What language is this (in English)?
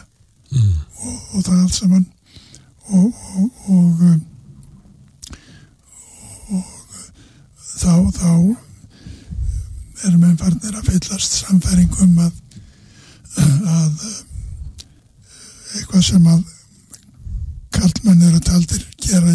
Icelandic